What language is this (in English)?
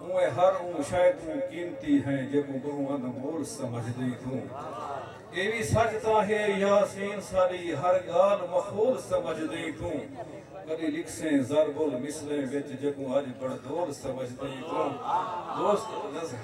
Saraiki